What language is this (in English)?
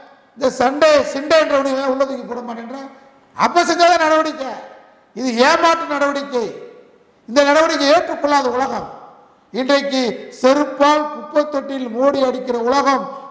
Tamil